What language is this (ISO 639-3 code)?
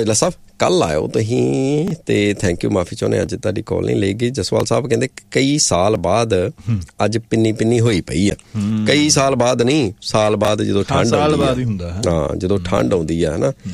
pan